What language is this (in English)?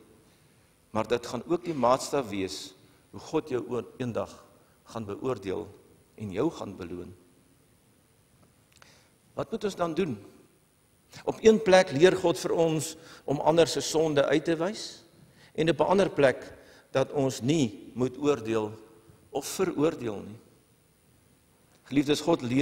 Afrikaans